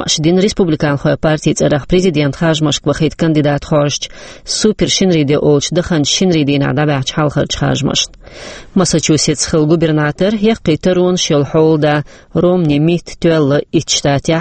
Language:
Chechen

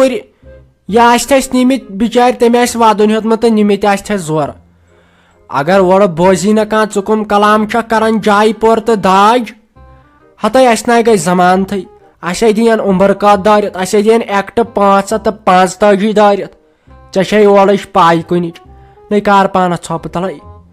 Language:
Kashmiri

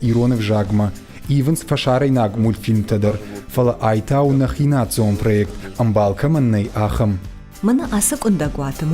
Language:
Ossetic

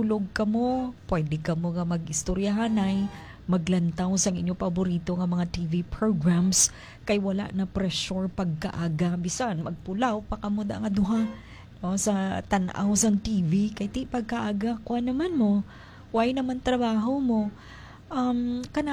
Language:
Hiligaynon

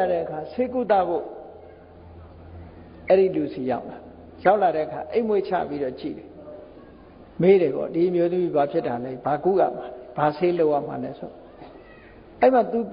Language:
Burmese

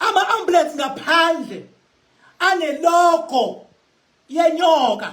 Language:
Zulu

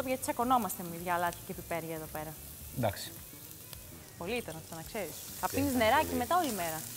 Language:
Greek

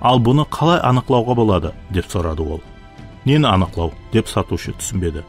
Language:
Kara-Kalpak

